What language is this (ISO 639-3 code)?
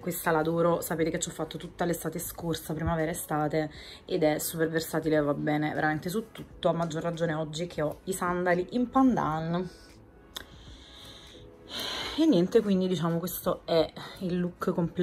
ita